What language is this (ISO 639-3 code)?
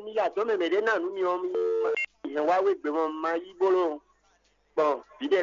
fon